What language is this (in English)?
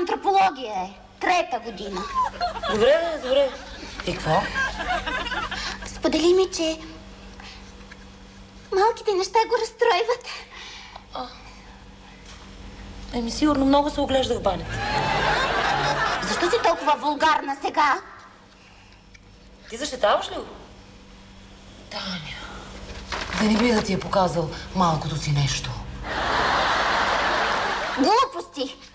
Bulgarian